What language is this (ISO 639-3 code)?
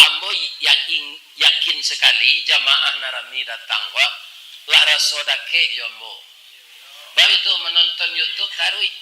min